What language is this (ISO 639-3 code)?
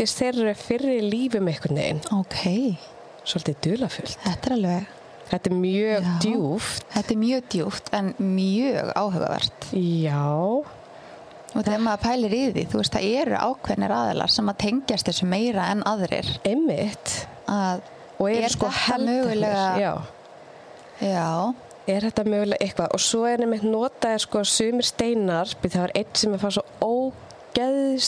isl